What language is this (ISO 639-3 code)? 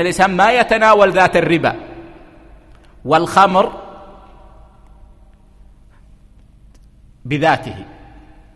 ara